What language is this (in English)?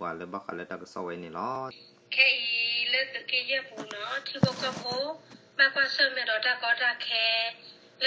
S'gaw Karen